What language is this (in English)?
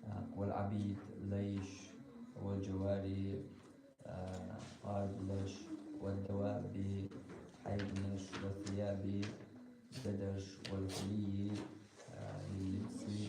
Chechen